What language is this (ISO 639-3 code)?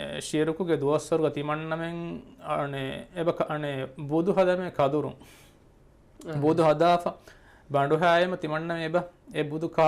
div